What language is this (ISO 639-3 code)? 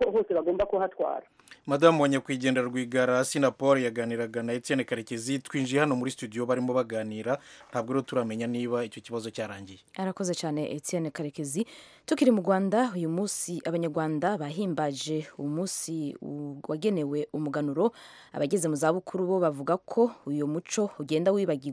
kin